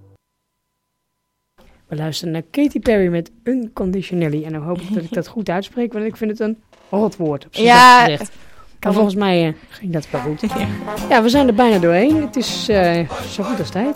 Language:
Dutch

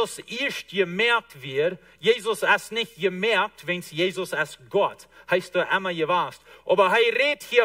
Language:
Plautdietsch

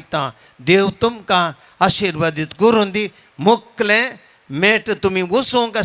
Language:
Konkani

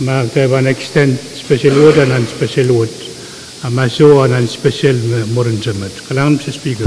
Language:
Pohnpeian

